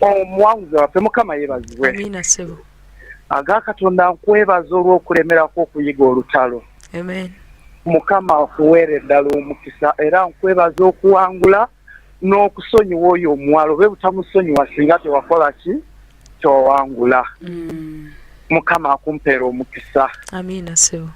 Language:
Ganda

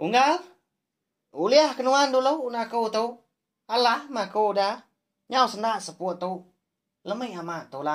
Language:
Iban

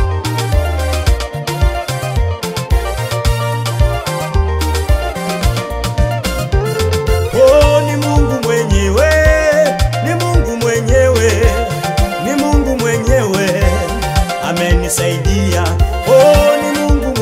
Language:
Swahili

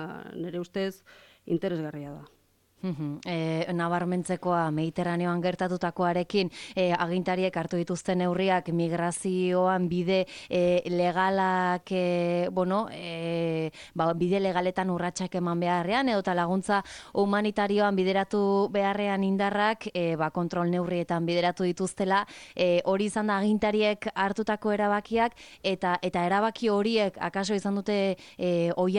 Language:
Basque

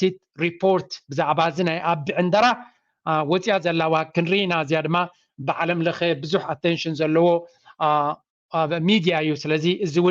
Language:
Tigrinya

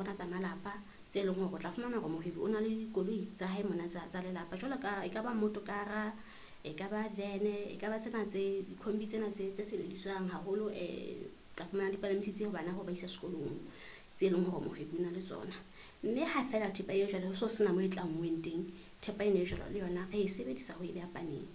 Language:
Southern Sotho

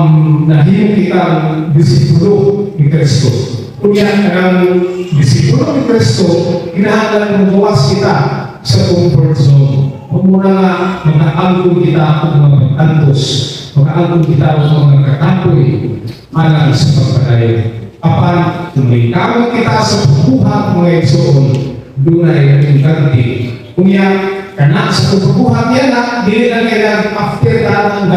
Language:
Cebuano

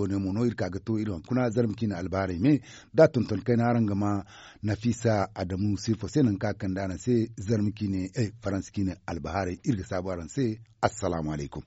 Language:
Zarma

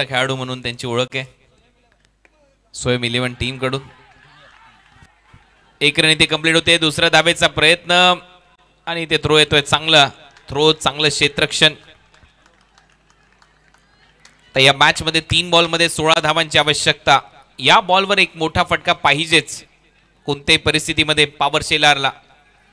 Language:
Marathi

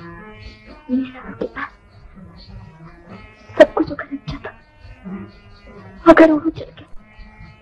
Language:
Bhojpuri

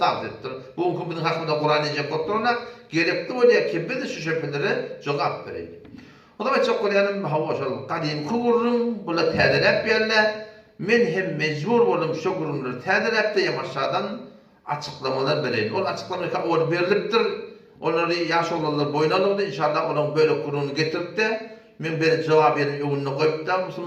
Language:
Turkmen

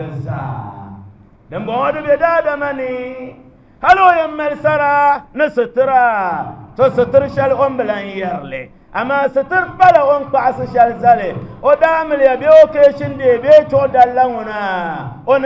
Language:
Dagbani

